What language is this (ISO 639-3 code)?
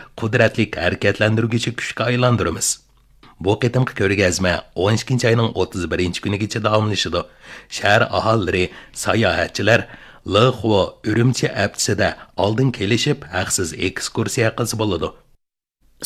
uig